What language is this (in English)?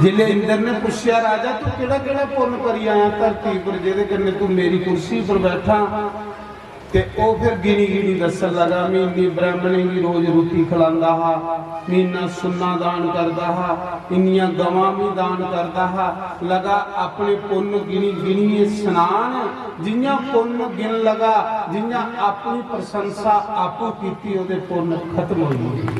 Dogri